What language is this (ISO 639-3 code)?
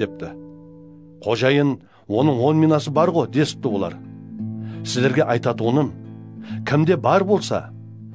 kaa